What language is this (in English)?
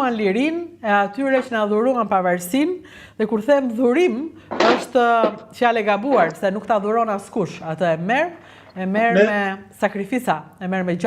Albanian